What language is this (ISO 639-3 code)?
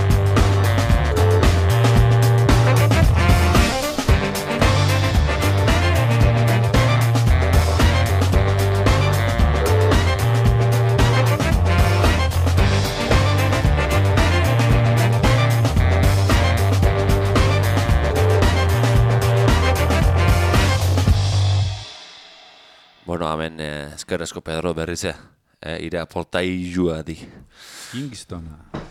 eus